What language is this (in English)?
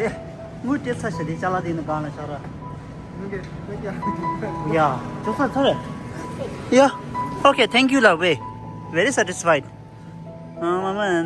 Tibetan